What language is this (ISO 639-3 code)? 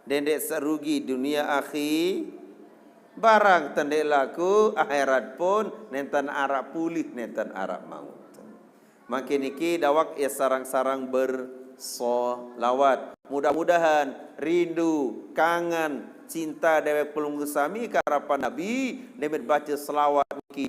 sas